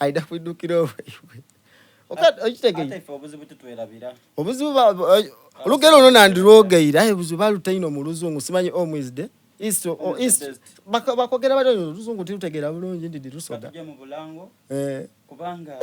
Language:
Soga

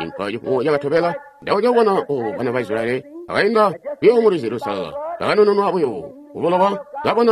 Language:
Tonga (Zambia)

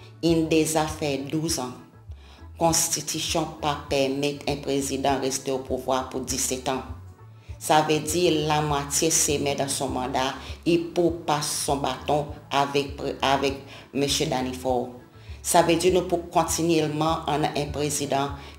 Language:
Seselwa Creole French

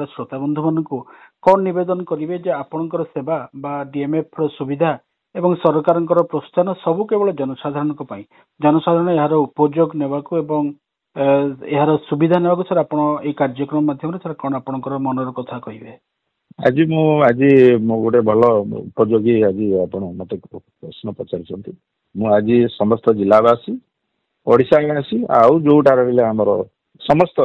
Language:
Odia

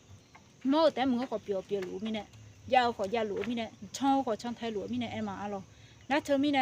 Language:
Akha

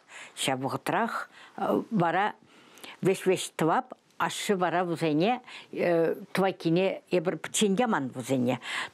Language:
Chuvash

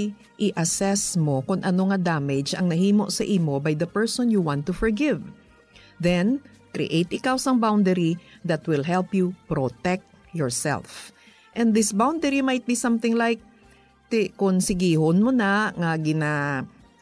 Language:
Hiligaynon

